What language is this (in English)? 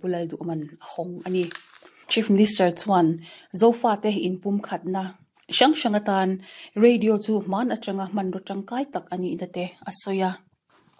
Mizo